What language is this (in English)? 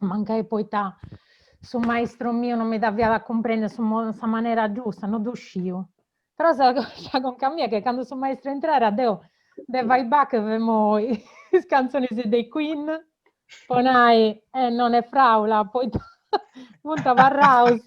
Sardinian